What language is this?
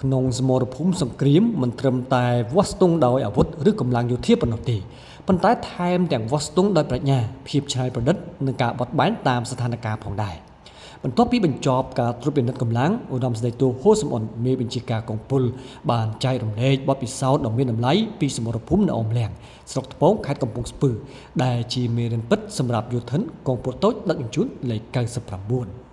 Khmer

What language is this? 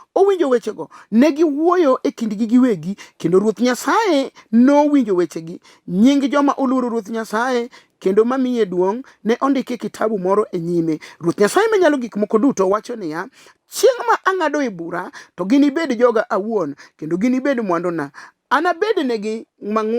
Luo (Kenya and Tanzania)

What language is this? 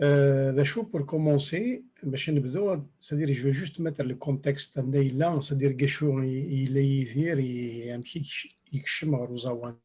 Kabyle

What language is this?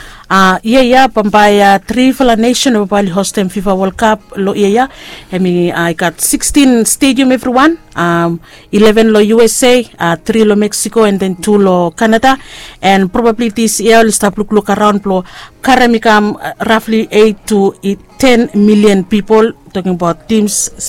Bislama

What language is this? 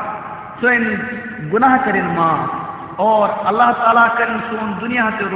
Kashmiri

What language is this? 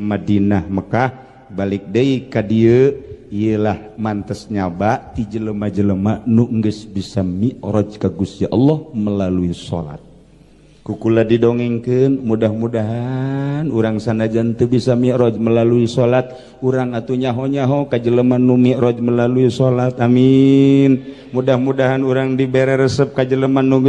Sundanese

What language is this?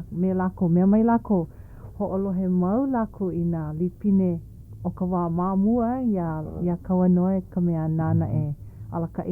Hawaiian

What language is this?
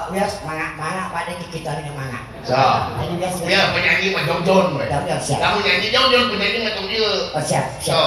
Sundanese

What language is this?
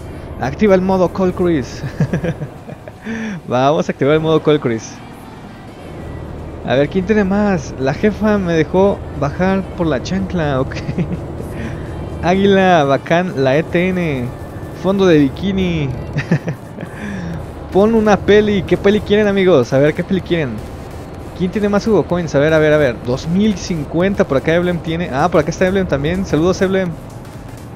Spanish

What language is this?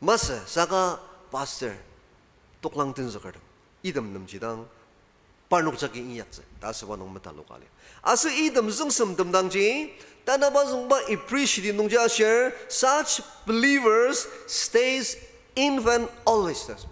Ao Naga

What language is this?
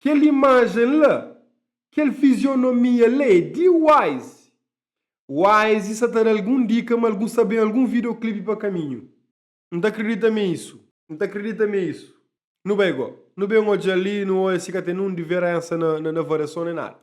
Kabuverdianu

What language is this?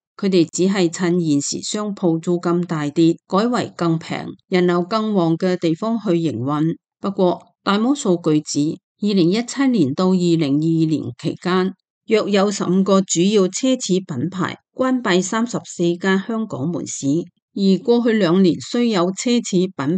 Cantonese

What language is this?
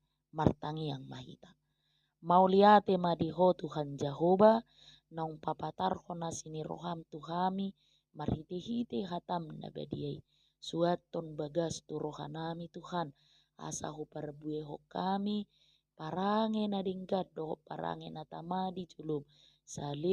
Batak Toba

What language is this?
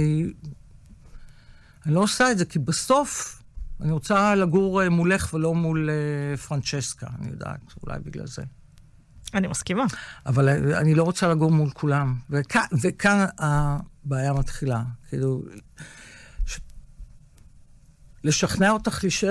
Hebrew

